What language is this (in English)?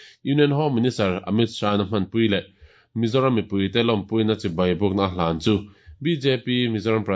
Mizo